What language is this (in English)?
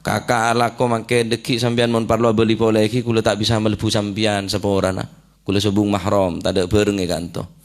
Madurese